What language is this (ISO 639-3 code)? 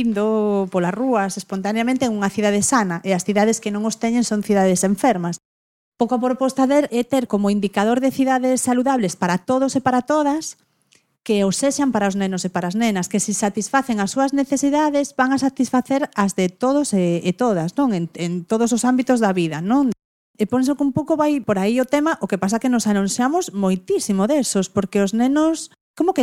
glg